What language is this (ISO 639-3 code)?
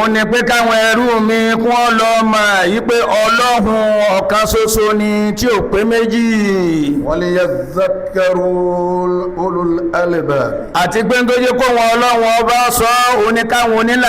yor